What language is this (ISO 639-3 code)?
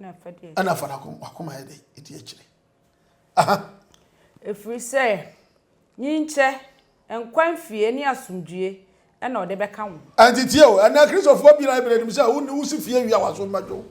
aka